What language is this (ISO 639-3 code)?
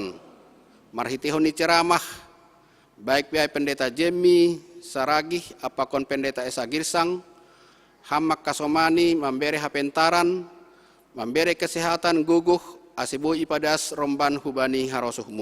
bts